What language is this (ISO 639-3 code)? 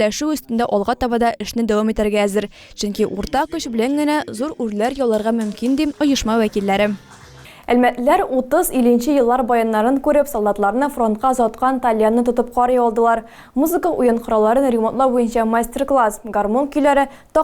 tat